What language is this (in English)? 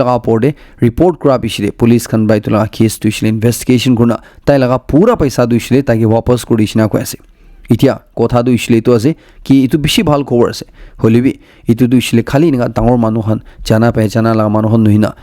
Naga Pidgin